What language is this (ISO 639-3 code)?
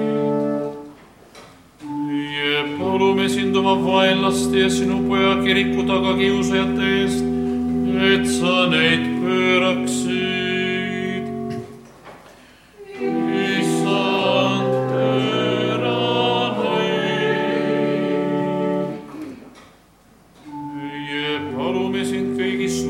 est